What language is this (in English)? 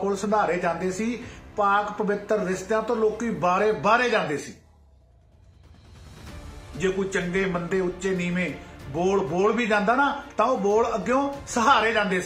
Punjabi